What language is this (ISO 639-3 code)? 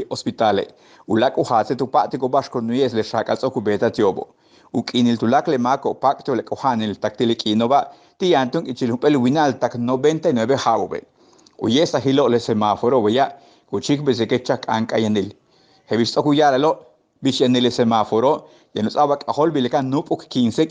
yua